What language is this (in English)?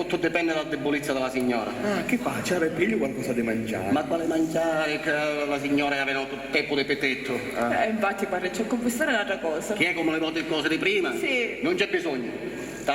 Sicilian